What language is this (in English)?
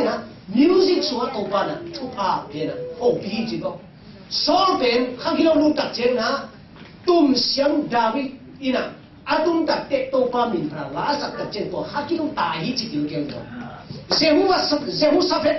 Tedim Chin